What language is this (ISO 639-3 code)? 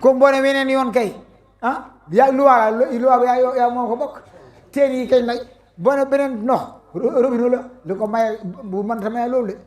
wol